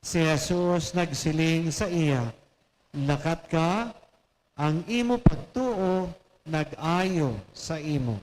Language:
Hiligaynon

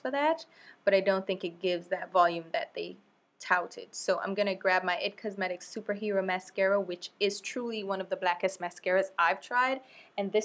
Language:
English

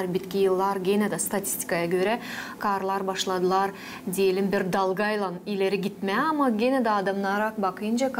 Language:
Gagauz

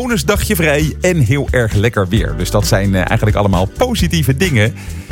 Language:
Dutch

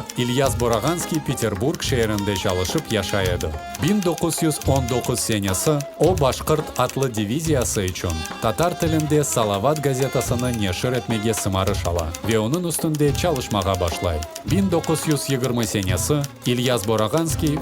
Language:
Crimean Tatar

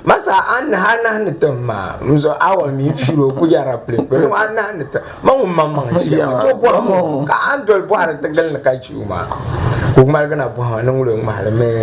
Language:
Dagbani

